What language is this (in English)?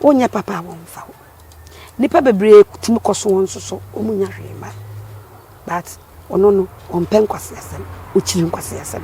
Akan